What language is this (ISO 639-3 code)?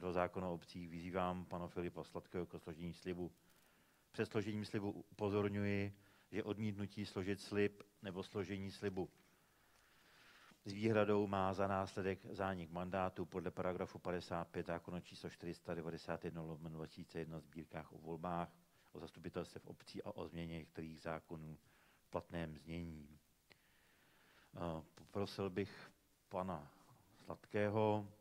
ces